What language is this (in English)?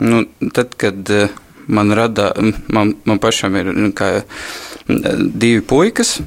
Latvian